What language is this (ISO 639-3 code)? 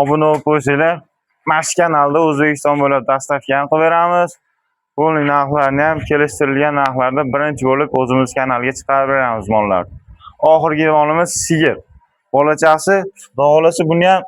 uzb